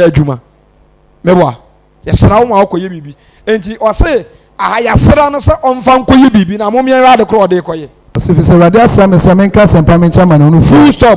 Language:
Akan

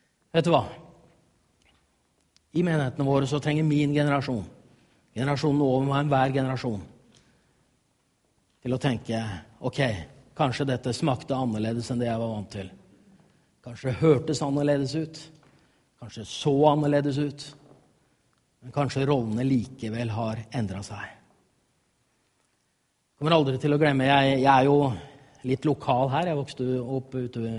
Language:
Norwegian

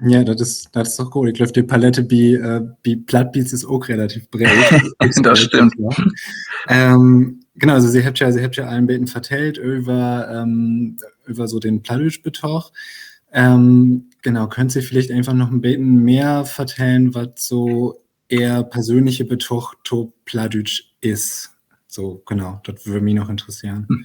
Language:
Low German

